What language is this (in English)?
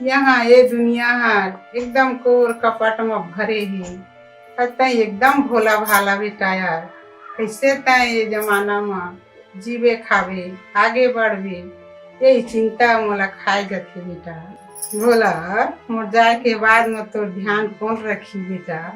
Chhattisgarhi